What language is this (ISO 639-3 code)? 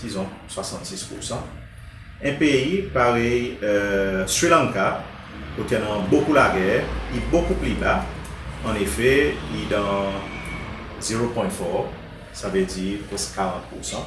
crs